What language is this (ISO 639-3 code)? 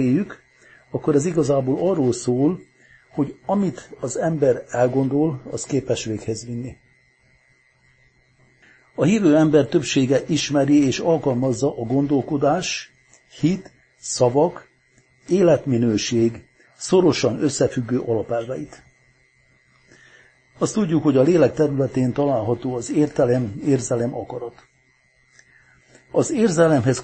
hun